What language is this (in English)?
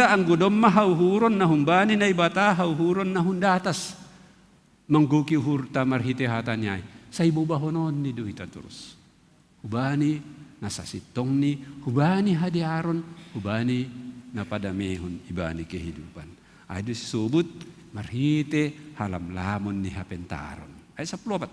Batak Simalungun